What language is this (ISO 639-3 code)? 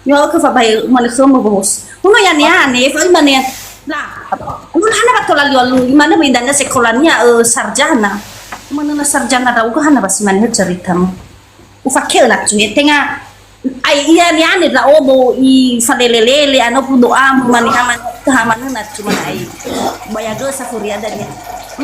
nia